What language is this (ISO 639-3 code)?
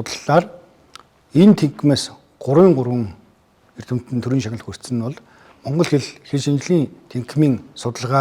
mon